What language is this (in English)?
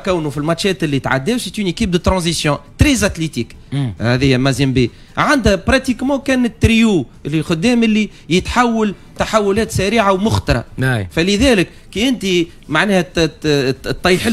Tunisian Arabic